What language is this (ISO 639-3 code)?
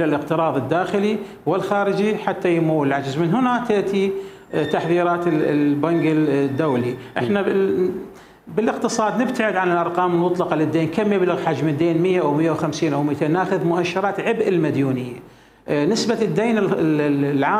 acm